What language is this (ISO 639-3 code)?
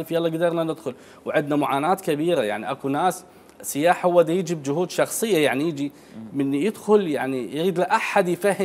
acm